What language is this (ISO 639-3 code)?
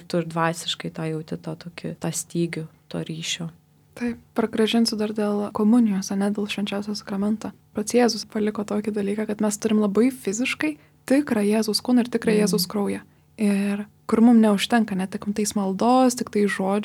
lit